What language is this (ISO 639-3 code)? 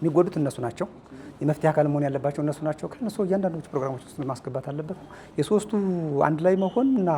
amh